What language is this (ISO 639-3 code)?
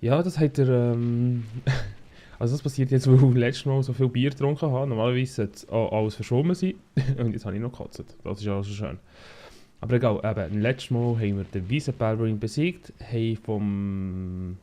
gsw